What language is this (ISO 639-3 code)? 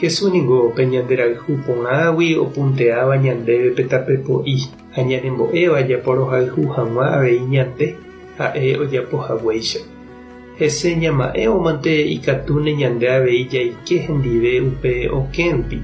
grn